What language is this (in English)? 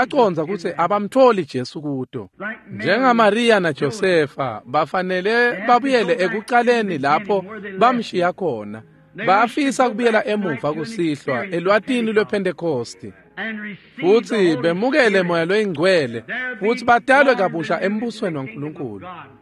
Swati